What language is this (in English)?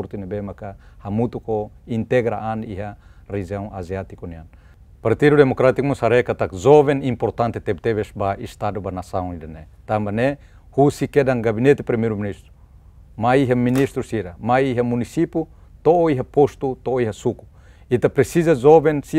Tetum